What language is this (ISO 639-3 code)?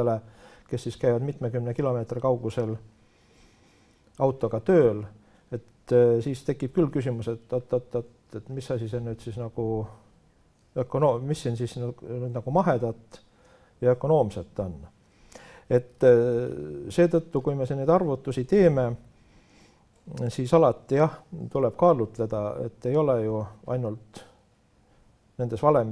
est